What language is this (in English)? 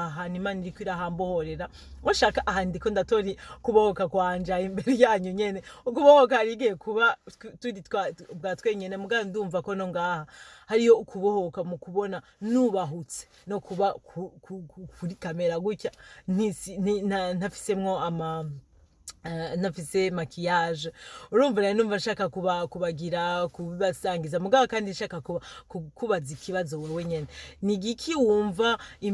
Rundi